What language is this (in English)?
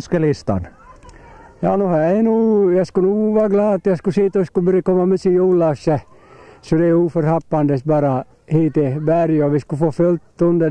Swedish